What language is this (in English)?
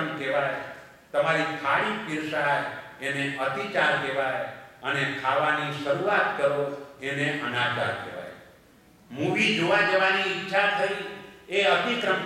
Gujarati